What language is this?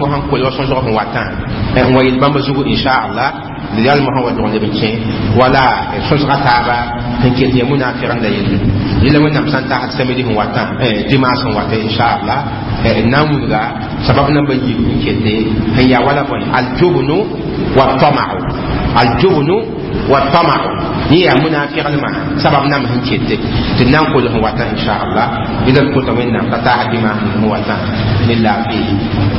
Mossi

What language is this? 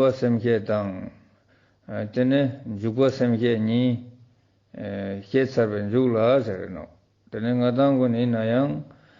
Ladakhi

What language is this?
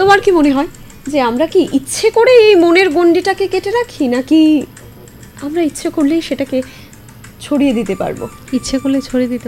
Bangla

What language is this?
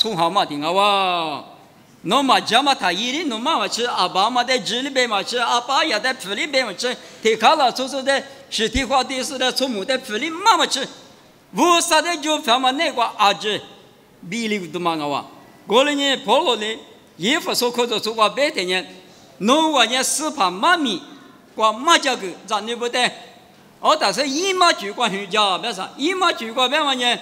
Lisu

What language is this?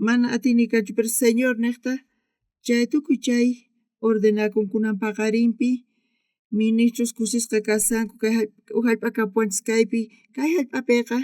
South Bolivian Quechua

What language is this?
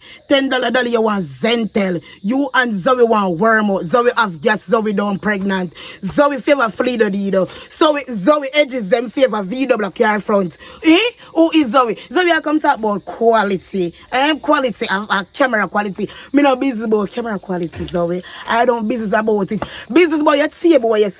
Jamaican Creole English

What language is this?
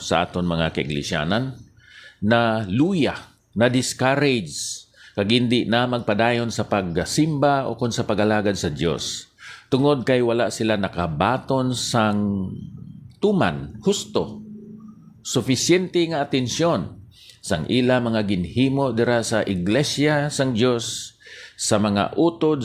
Hiligaynon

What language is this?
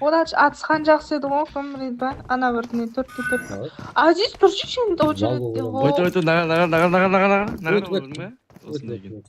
Kara-Kalpak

